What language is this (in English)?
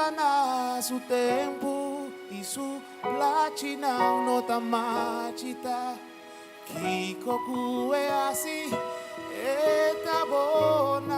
Papiamento